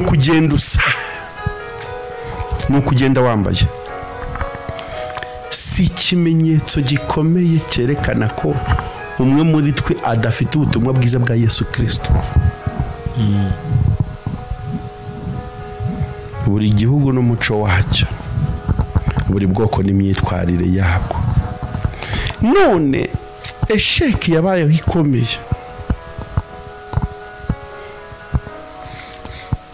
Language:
Kinyarwanda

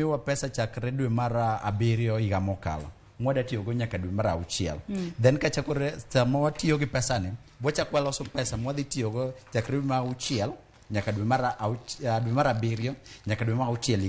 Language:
Luo (Kenya and Tanzania)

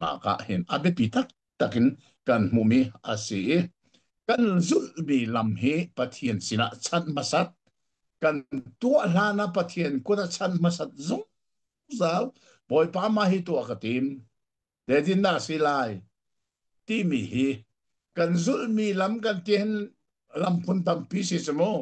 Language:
Hakha Chin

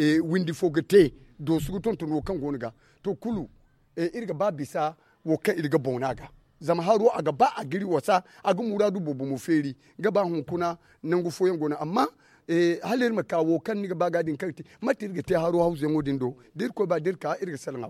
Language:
Zarma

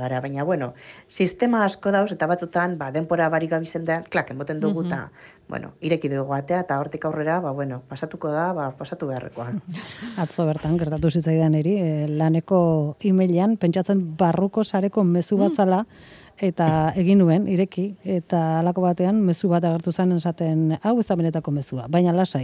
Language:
Basque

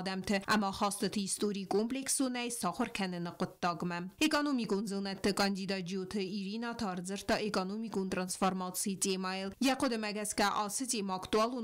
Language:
Ossetic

